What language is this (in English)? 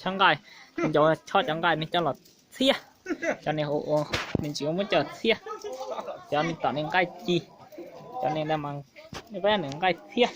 Hmong